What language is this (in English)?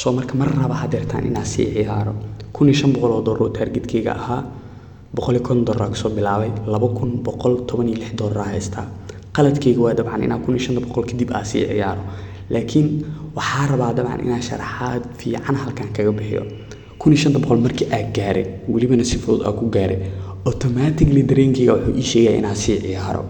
Somali